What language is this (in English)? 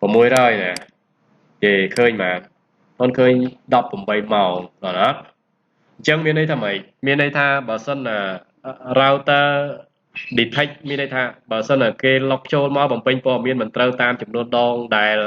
Khmer